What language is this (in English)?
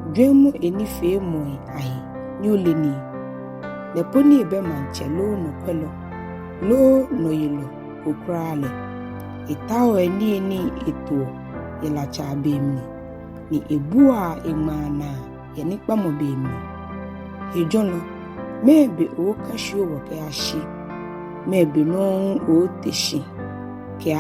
Ga